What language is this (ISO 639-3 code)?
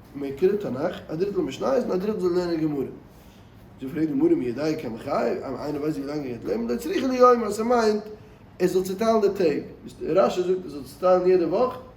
yid